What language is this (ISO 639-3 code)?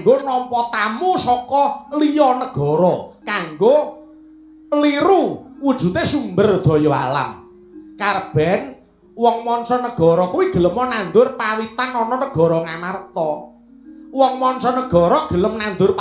jav